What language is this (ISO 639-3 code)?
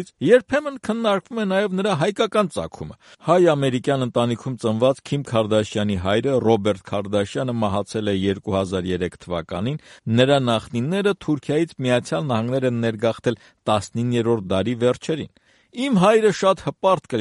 hye